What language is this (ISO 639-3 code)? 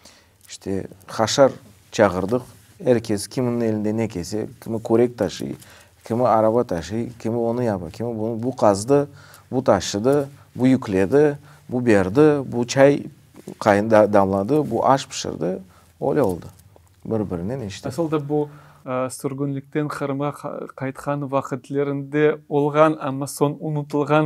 crh